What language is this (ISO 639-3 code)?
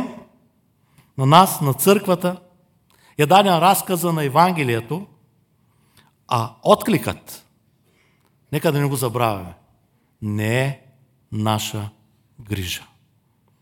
bul